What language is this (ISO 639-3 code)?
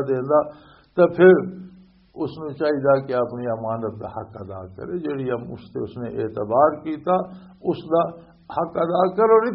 lah